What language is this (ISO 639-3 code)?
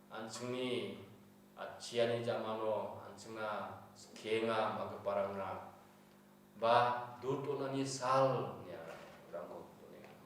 grt